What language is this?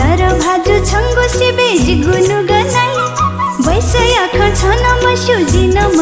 Newari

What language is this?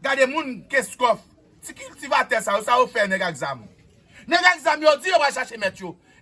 Haitian Creole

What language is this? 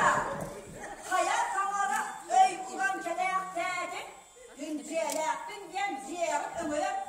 Yakut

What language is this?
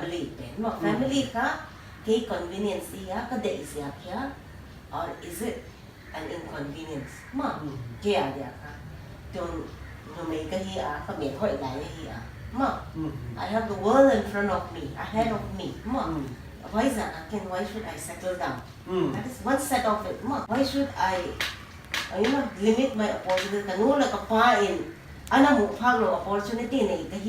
Paite Chin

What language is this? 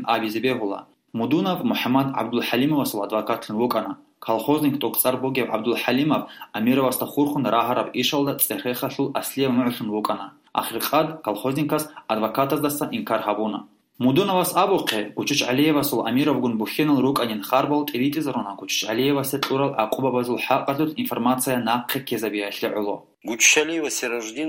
Avaric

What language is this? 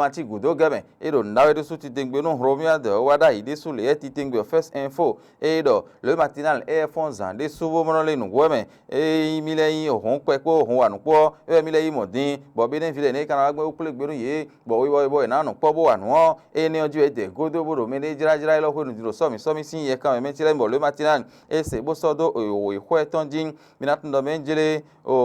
Fon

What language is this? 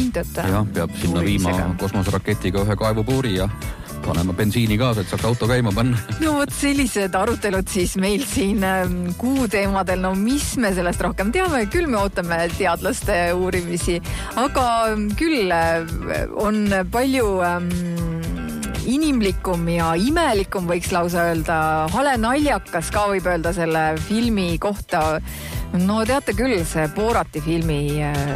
Estonian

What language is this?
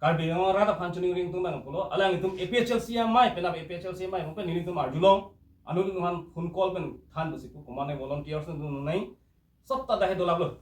Karbi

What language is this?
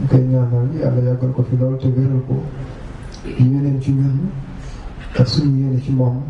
Wolof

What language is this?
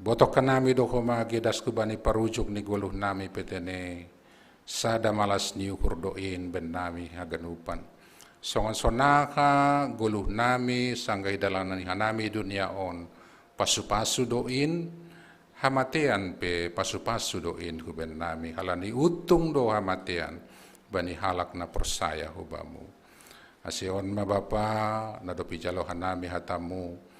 Batak Simalungun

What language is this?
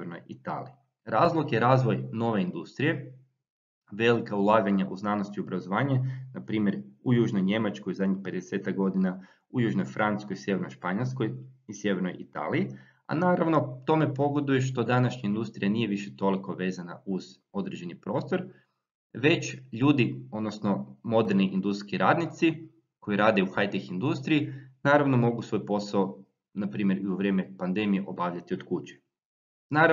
Croatian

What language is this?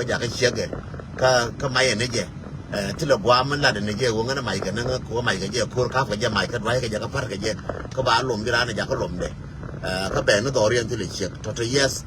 Nuer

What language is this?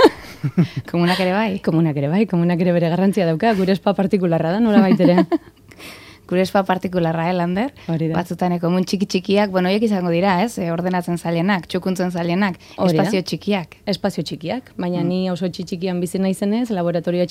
Basque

